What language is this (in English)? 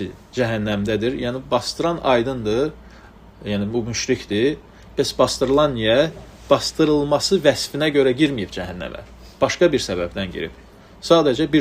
Azerbaijani